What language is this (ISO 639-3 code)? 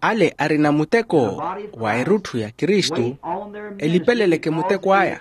vmw